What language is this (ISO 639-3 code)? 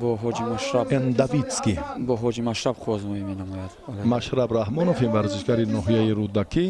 tgk